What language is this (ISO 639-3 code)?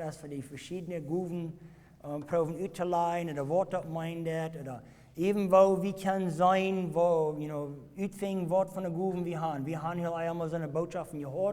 pdt